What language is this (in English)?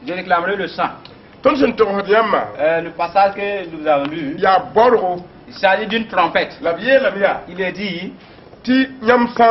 Mossi